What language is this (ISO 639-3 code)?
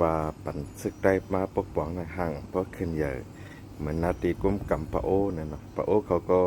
shn